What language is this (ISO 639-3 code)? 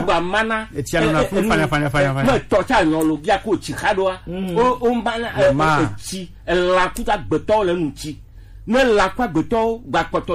gej